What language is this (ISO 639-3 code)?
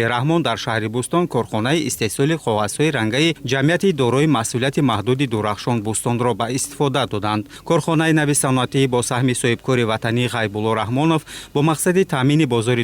tgk